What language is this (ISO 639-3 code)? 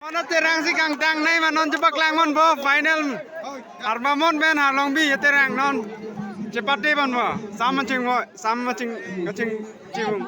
mjw